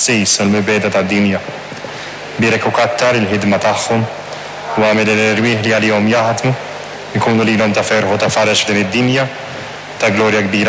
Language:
Maltese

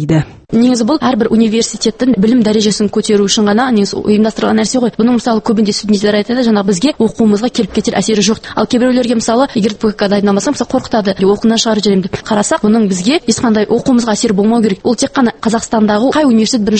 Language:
Kazakh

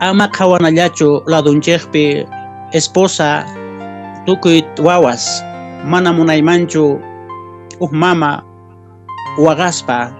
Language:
Quechua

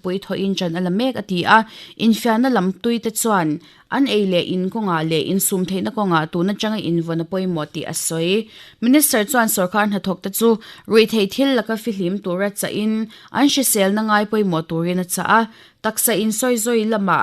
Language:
Mizo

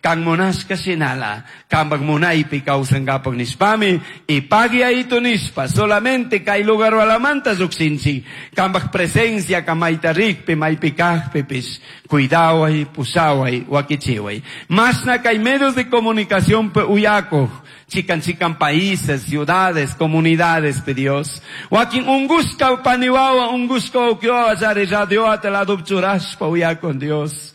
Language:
Chimborazo Highland Quichua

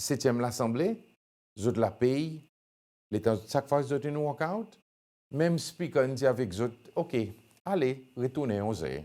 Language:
Seselwa Creole French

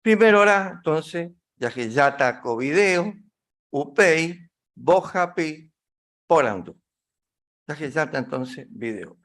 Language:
Guarani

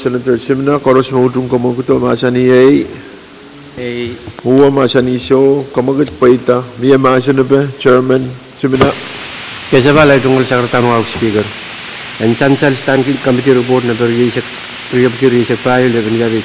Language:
Pohnpeian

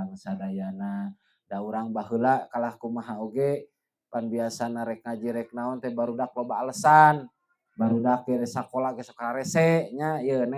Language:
Sundanese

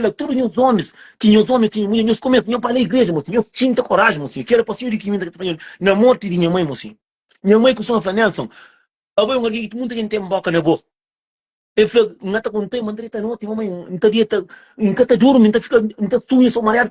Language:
Kabuverdianu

